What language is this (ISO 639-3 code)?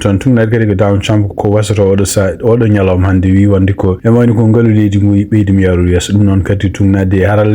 ful